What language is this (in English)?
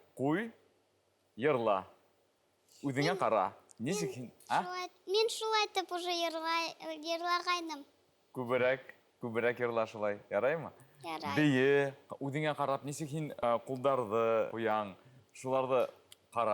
Bashkir